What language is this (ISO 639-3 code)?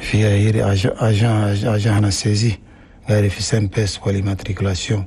shu